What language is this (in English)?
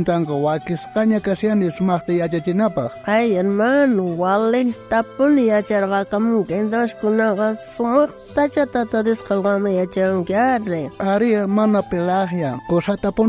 South Bolivian Quechua